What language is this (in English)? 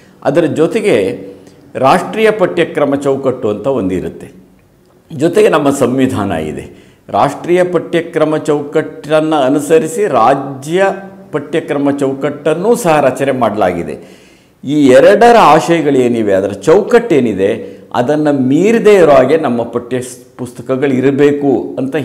Kannada